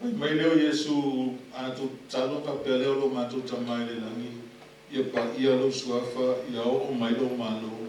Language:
Samoan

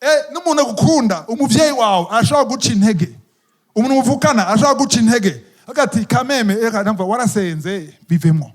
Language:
Rundi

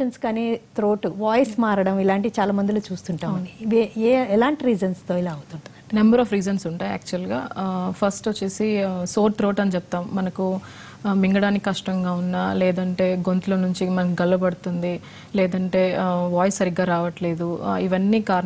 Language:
Telugu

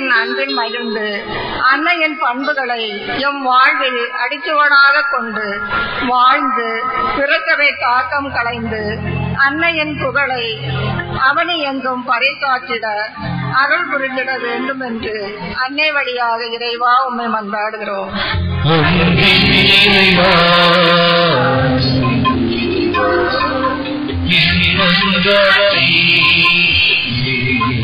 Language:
Tamil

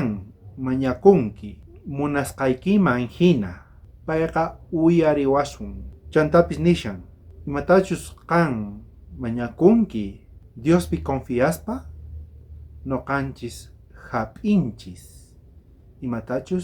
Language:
South Bolivian Quechua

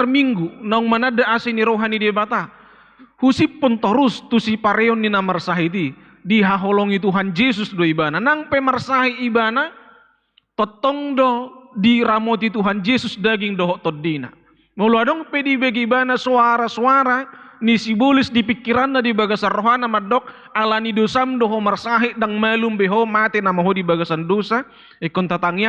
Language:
Batak Toba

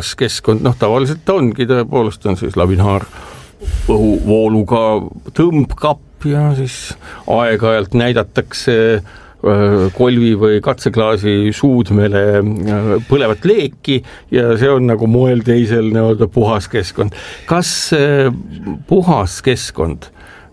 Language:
Estonian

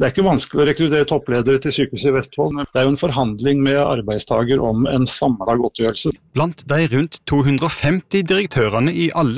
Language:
Norwegian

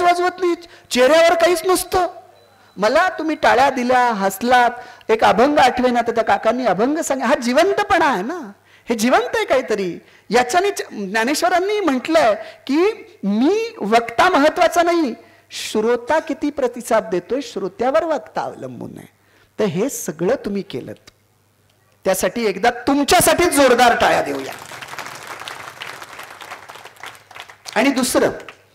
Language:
Marathi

